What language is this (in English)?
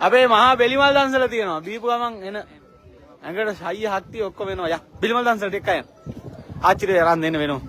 Sinhala